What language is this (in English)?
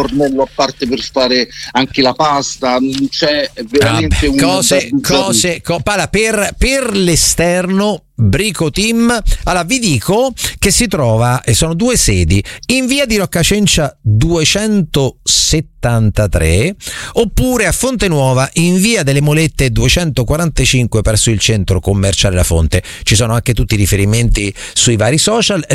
Italian